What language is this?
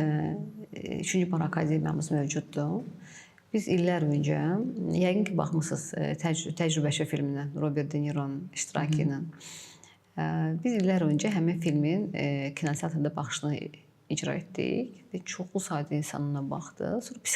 Azerbaijani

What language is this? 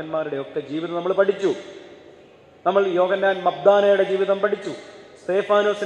Malayalam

